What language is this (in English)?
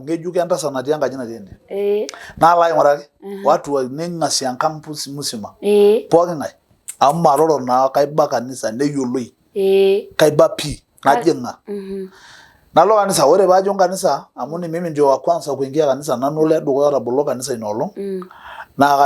Masai